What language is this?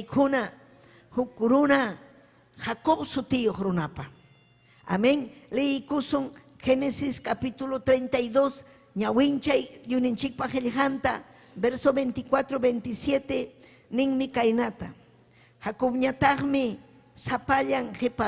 Ayacucho Quechua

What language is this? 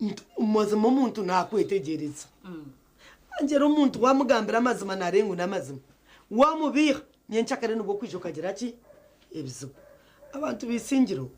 Nyankole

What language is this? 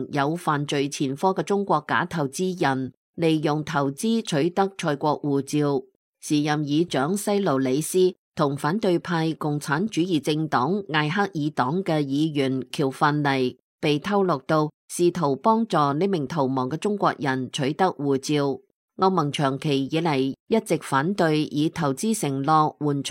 Cantonese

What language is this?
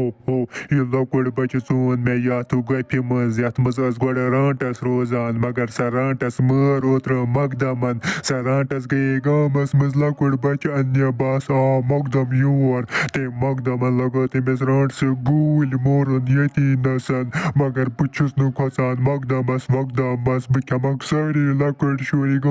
Kashmiri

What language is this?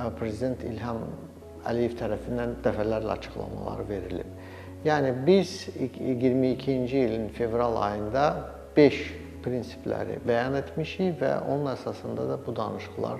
Azerbaijani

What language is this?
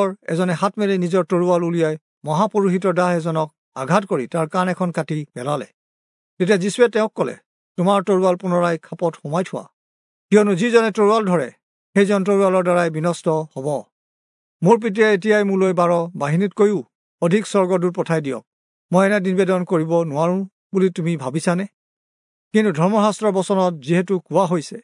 Assamese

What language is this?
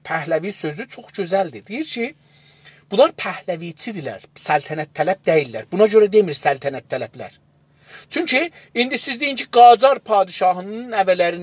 South Azerbaijani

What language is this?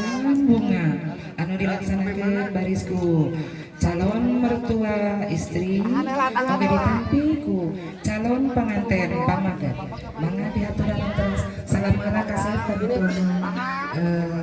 Sundanese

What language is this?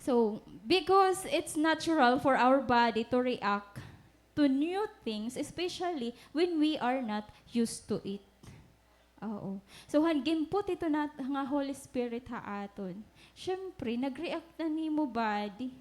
Waray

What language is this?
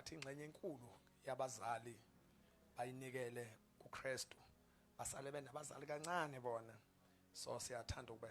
Zulu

